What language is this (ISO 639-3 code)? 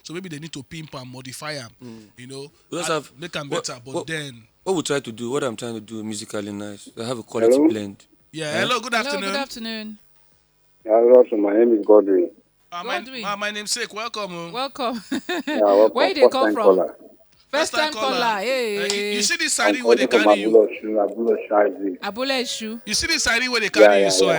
pcm